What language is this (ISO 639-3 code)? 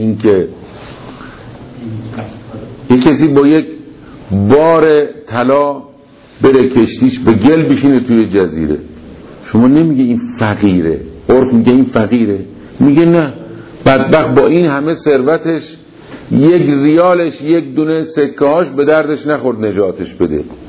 fas